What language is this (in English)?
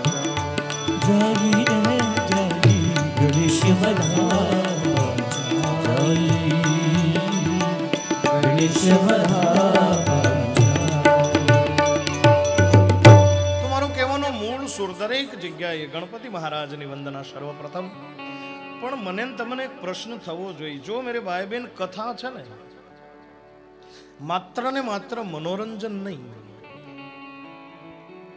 Gujarati